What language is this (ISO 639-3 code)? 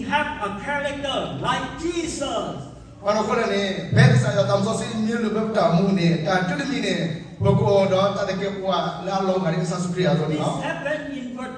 ksw